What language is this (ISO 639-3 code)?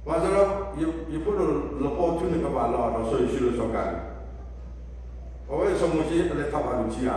ksw